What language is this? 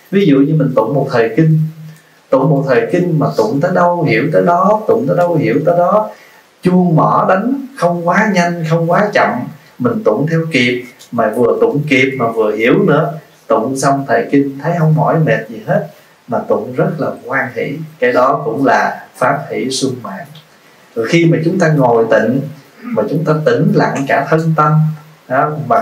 Vietnamese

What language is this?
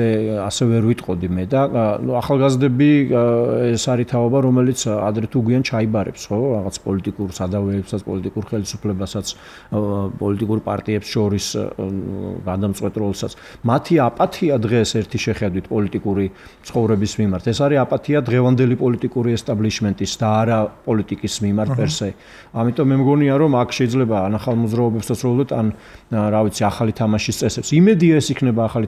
Georgian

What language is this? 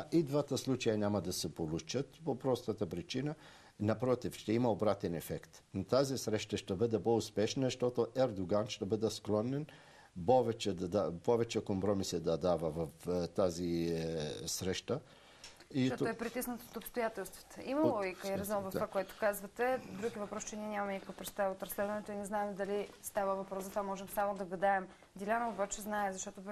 Bulgarian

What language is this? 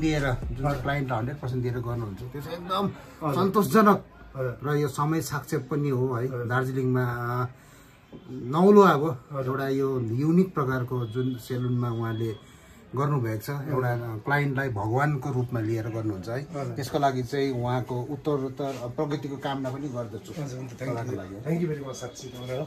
Nepali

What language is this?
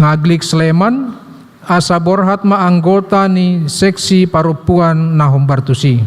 Batak Toba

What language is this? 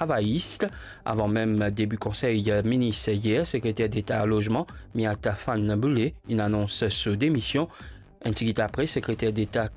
Morisyen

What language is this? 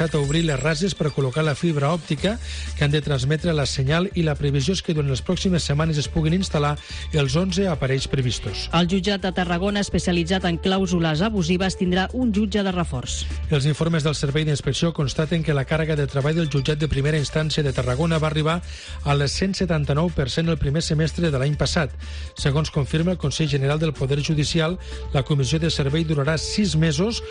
Catalan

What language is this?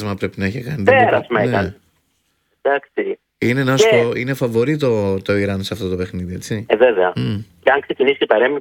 Greek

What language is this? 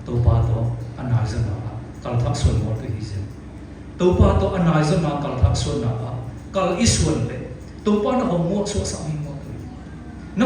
Siyin Chin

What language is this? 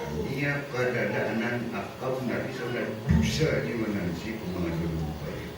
Maranao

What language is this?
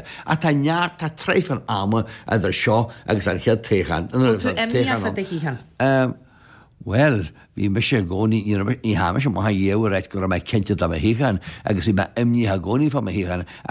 Irish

